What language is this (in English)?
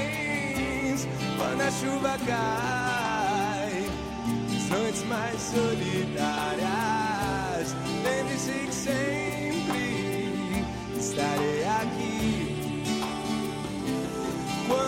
Portuguese